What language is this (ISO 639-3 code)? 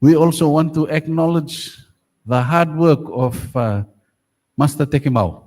gil